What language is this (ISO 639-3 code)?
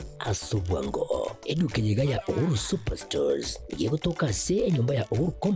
guz